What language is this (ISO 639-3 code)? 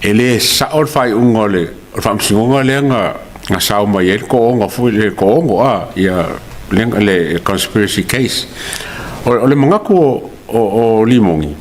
smo